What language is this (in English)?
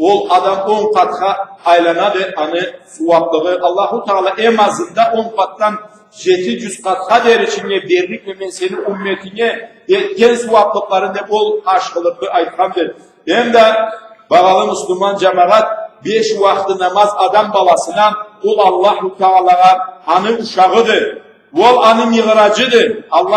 Karachay-Balkar